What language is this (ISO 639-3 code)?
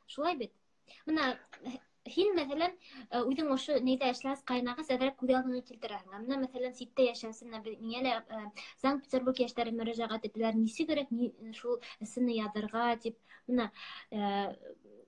bak